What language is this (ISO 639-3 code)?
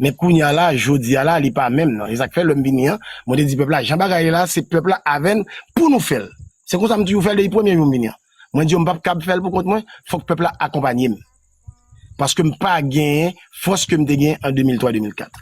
hat